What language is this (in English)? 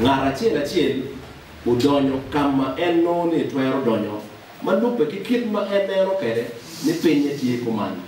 Acoli